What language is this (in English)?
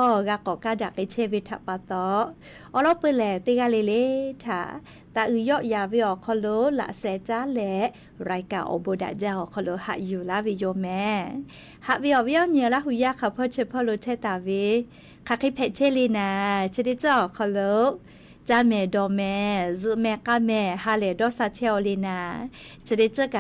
Lahu